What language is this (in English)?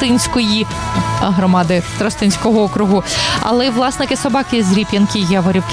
Ukrainian